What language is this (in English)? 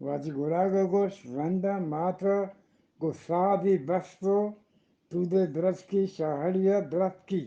Eastern Balochi